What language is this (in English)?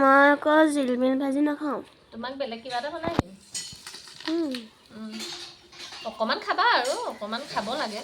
Assamese